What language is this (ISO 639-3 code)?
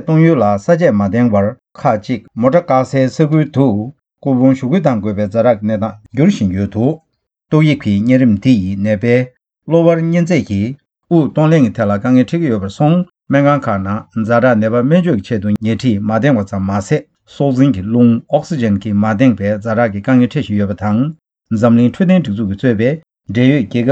bod